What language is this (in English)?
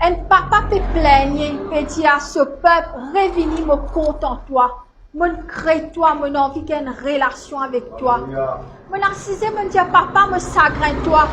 Morisyen